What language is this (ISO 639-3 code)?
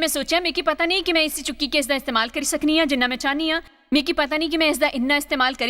doi